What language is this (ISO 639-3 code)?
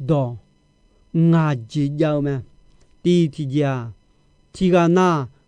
ahk